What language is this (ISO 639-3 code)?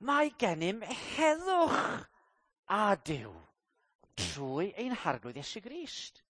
cym